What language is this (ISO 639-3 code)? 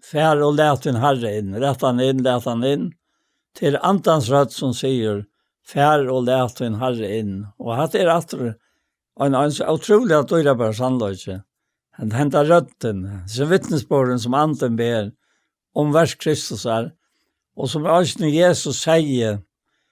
fao